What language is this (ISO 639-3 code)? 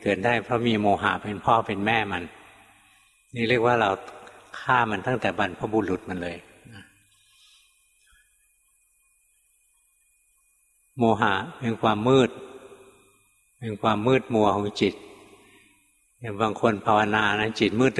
tha